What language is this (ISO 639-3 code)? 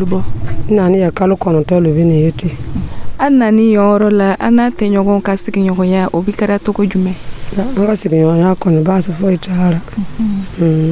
dyu